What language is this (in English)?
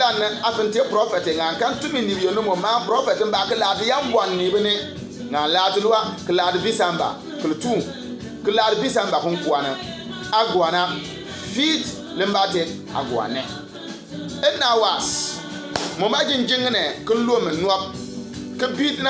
Bimoba